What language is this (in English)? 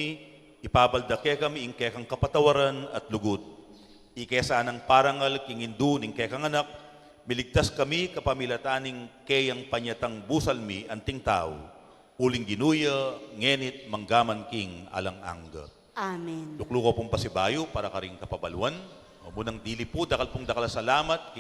Pampanga